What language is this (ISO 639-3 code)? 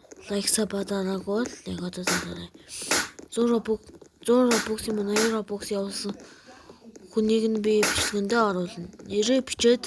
mon